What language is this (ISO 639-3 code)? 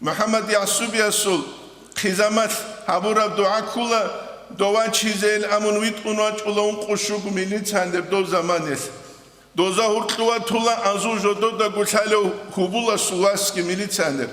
ava